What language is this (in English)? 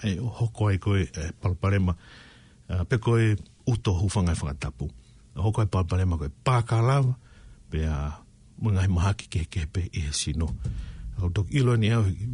Tongan